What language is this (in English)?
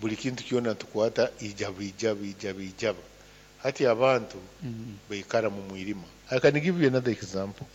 Nyoro